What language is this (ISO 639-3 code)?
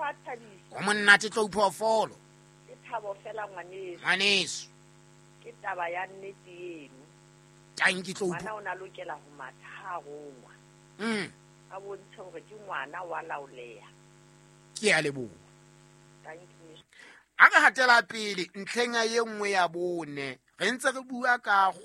sot